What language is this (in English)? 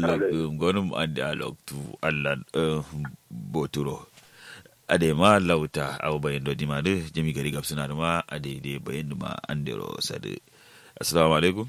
Kanuri